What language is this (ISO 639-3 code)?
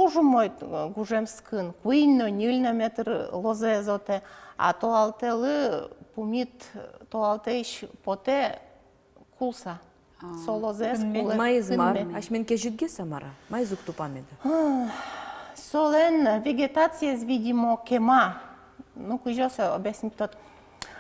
udm